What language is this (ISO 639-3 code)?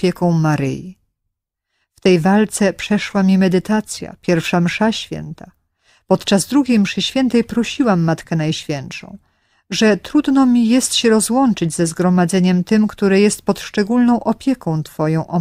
pol